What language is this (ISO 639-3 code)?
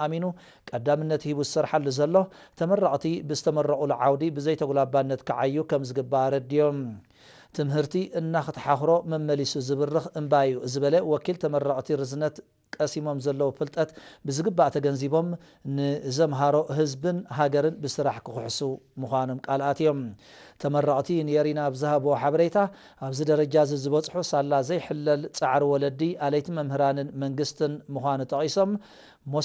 tir